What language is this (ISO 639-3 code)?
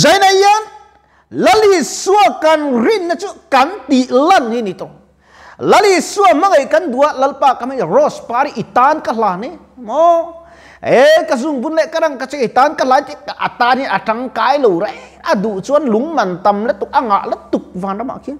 lus